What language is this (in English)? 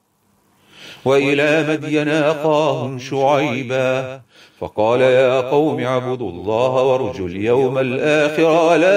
Arabic